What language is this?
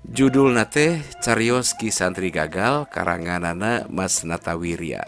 Sundanese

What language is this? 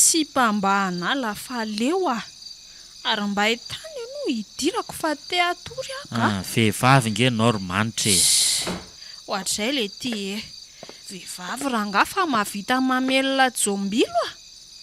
Malagasy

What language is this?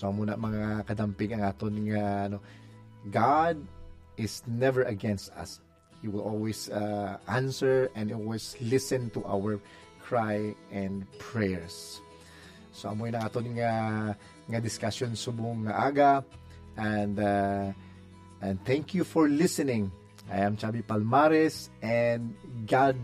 Hiligaynon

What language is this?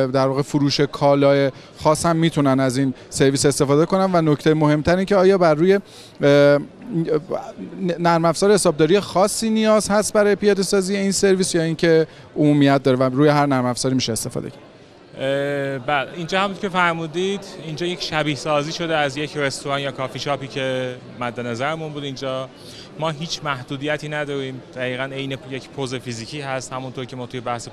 Persian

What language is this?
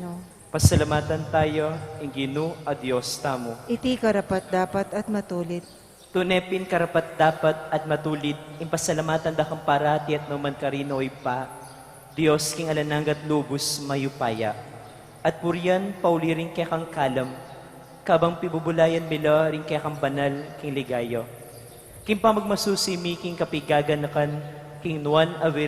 Pampanga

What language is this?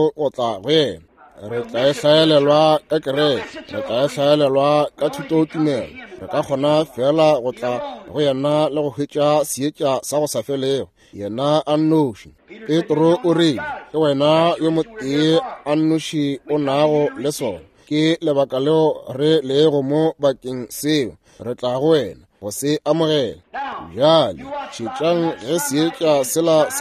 Northern Sotho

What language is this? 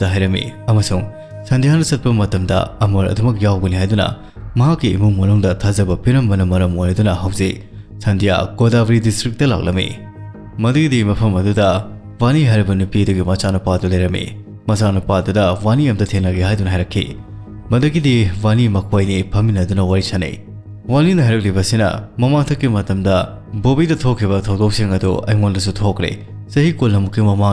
Manipuri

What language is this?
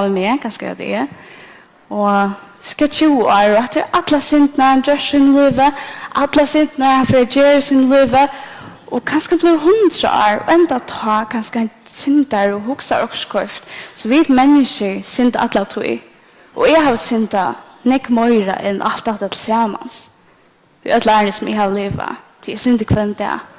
Faroese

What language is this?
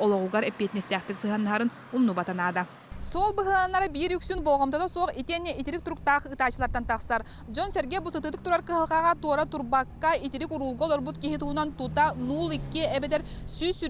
Yakut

